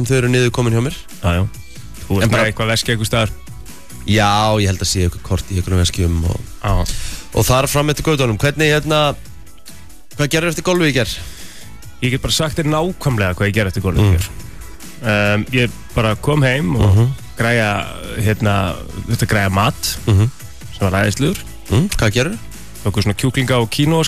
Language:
Icelandic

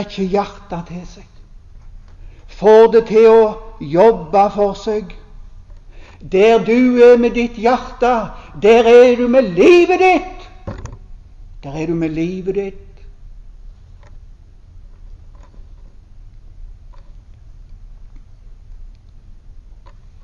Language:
Norwegian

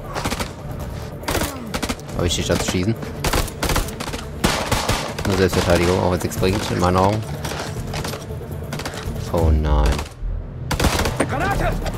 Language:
German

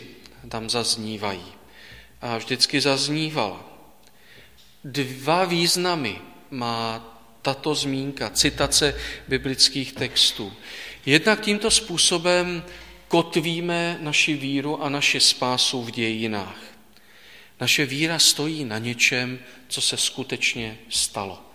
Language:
Czech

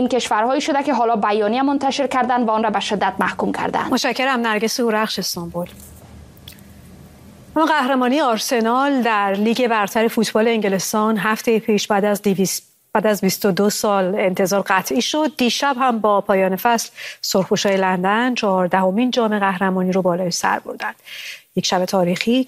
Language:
Persian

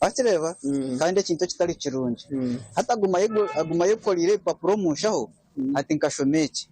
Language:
Nyankole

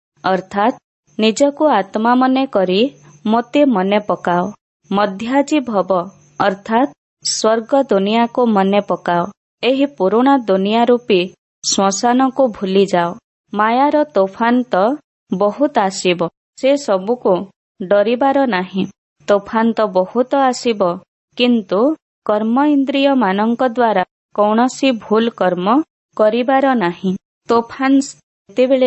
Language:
Odia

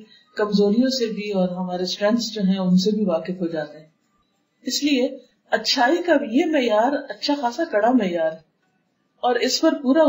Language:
Urdu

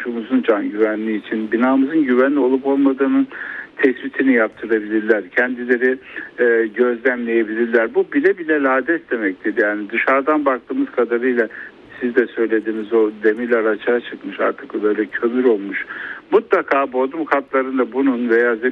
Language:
Turkish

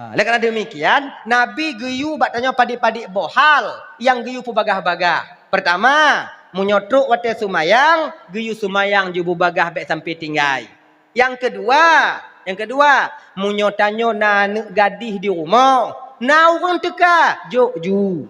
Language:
Achinese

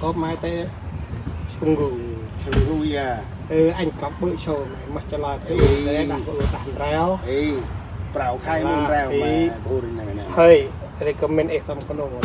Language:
Central Mnong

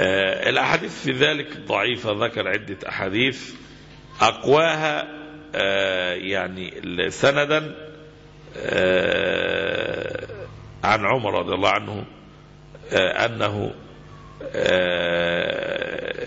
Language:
Egyptian Arabic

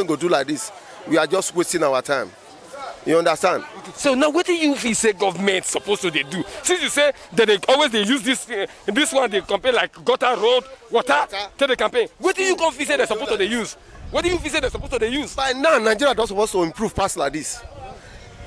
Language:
Nigerian Pidgin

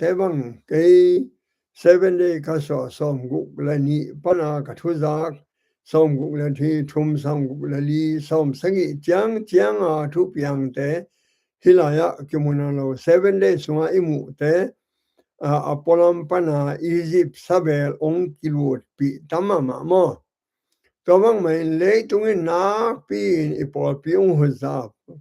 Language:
Tedim Chin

